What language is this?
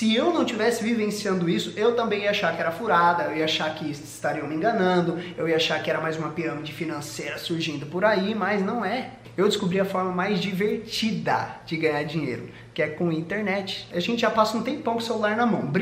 Portuguese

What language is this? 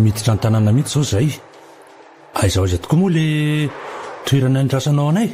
Malagasy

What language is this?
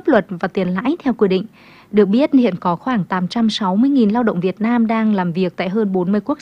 Vietnamese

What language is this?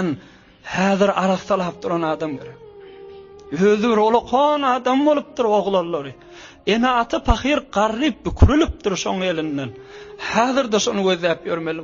Turkmen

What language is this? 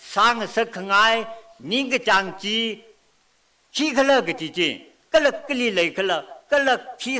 Tangkhul Naga (India)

